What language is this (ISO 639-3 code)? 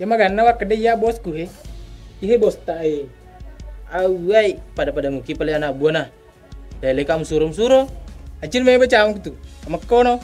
bug